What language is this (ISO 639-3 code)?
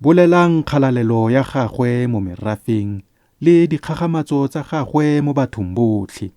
tsn